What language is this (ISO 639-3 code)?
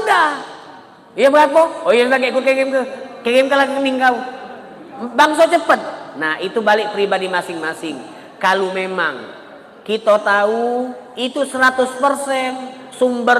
mui